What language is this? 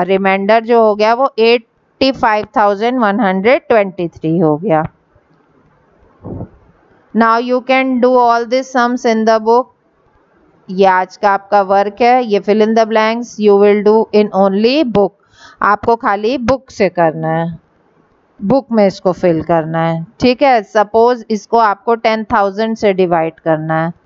Hindi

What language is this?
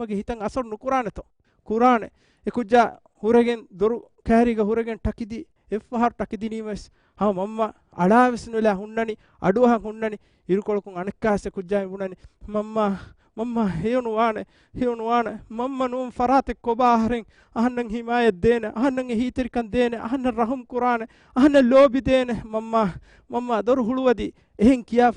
Divehi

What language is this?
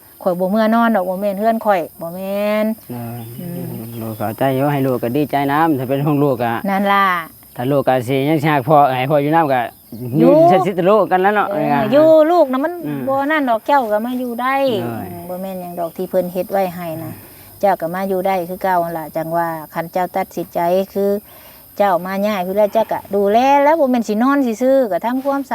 Northeastern Thai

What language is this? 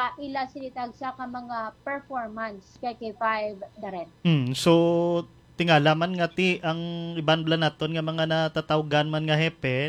Hiligaynon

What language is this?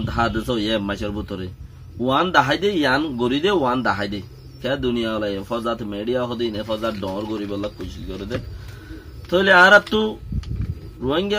Rohingya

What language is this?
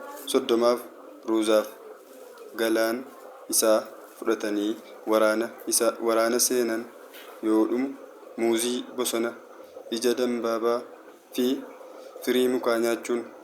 Oromo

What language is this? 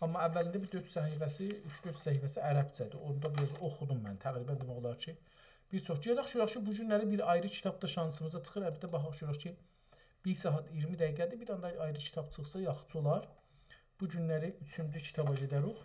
South Azerbaijani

